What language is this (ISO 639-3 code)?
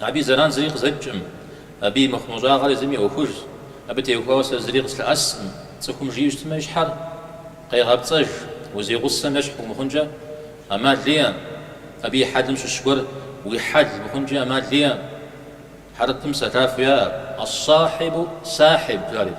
kbd